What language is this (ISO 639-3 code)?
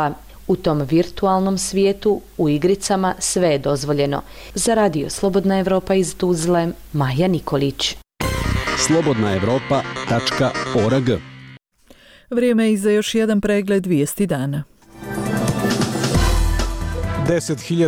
bos